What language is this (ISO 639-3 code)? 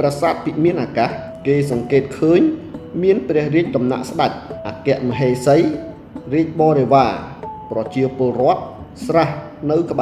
khm